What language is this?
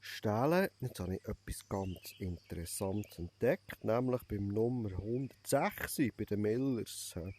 Swiss German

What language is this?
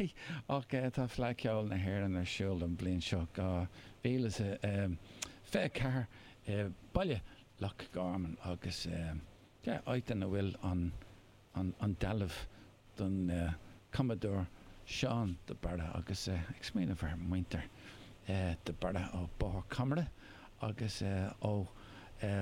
Irish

